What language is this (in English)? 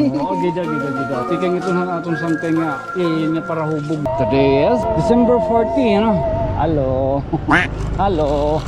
Waray